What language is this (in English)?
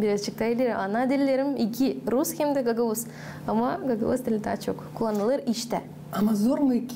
Gagauz